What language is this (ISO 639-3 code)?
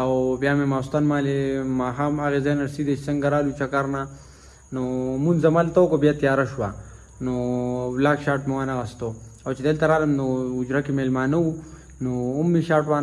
pus